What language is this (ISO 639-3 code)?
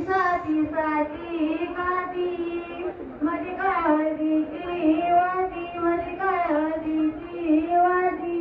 kok